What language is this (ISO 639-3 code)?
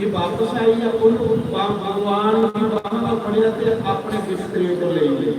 doi